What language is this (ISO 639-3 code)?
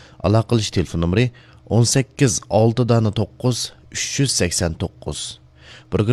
uig